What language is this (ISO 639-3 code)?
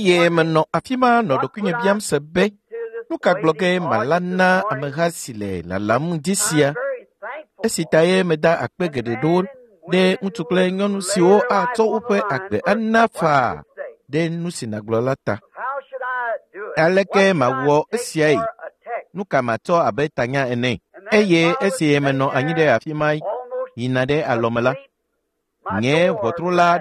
ewe